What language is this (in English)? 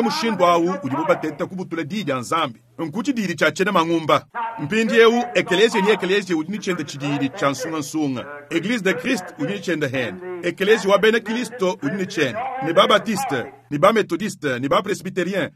Luba-Lulua